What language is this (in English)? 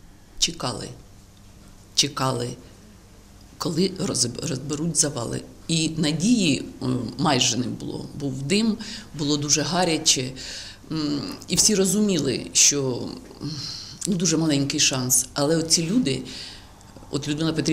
Ukrainian